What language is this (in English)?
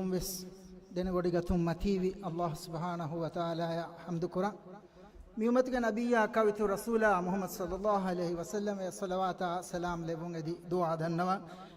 Divehi